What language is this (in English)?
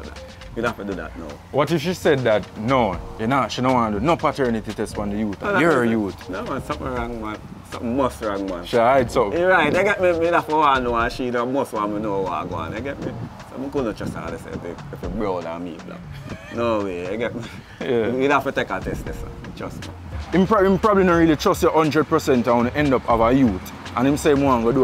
Jamaican Creole English